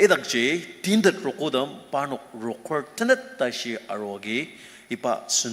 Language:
Ao Naga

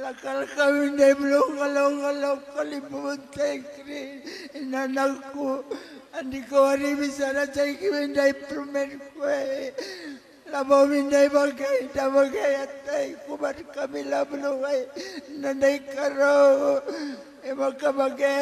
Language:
Batak Karo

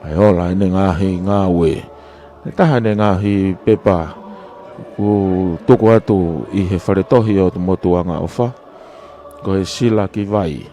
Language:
Tongan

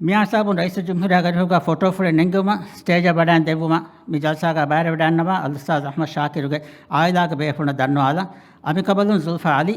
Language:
Divehi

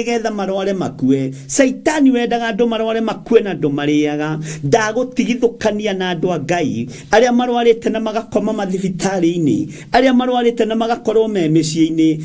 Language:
Kikuyu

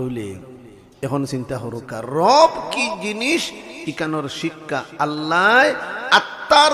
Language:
Sylheti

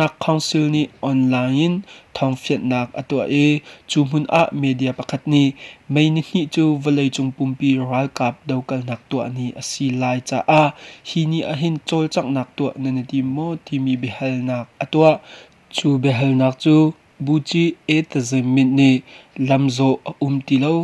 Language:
Hakha Chin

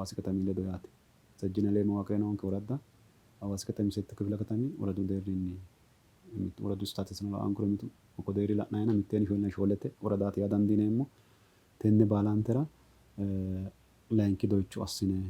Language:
Sidamo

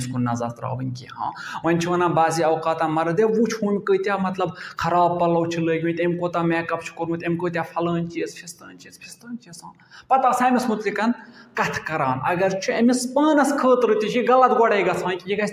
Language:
Kashmiri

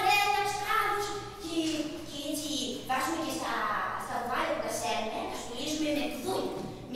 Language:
Greek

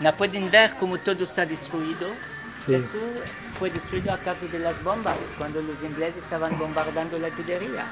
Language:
Ladino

